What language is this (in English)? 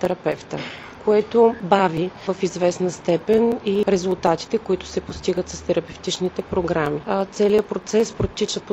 Bulgarian